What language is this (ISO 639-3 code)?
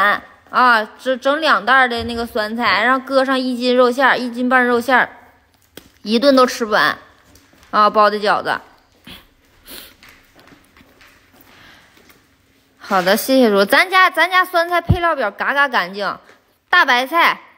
zho